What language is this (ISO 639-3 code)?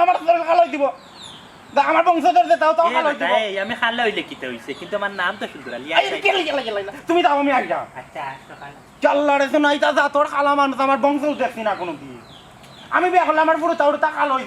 syl